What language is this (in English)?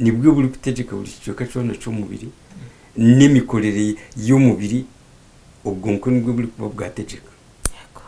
Nyankole